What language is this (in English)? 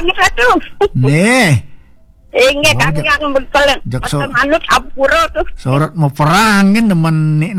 Balinese